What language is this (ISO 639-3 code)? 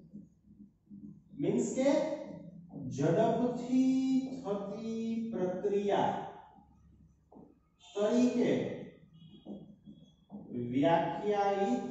guj